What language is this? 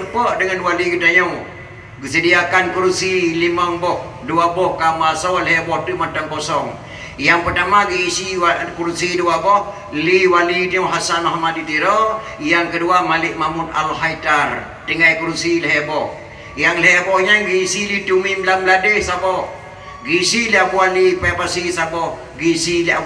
Achinese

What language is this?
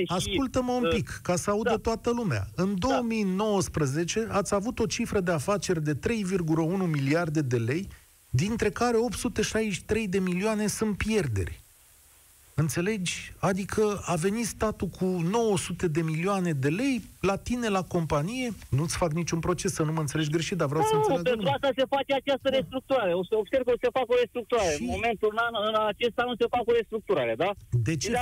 Romanian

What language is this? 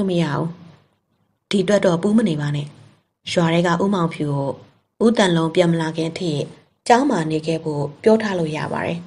Burmese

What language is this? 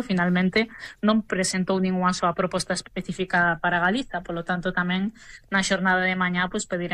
Galician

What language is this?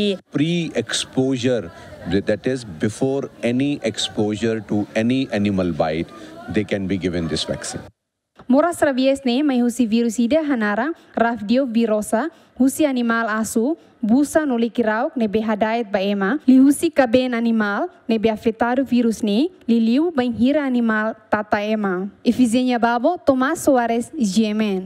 Tetum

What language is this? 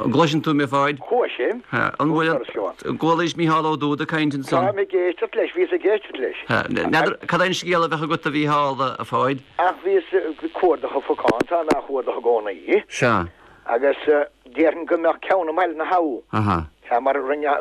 Irish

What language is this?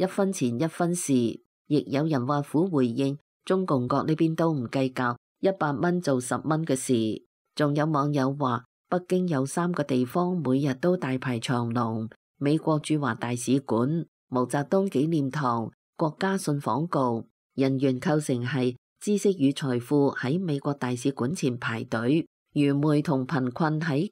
Cantonese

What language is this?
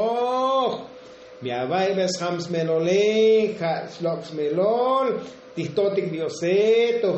Tzotzil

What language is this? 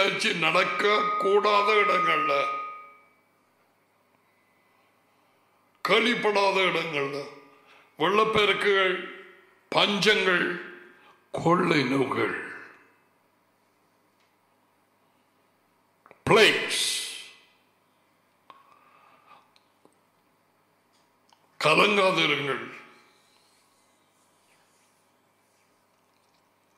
Tamil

